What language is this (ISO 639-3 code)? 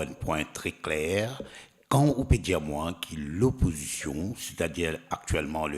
mfe